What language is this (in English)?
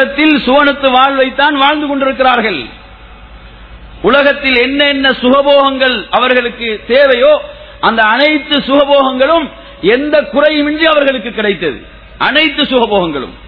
Tamil